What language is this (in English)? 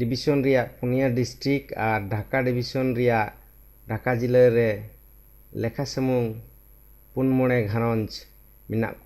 Santali